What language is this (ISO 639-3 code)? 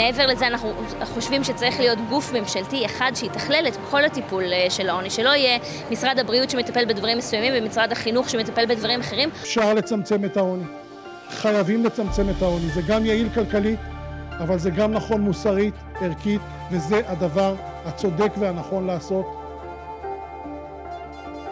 heb